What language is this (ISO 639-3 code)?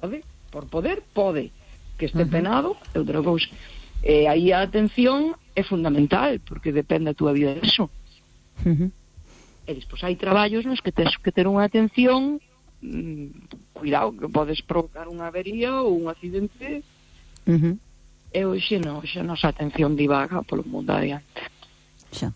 glg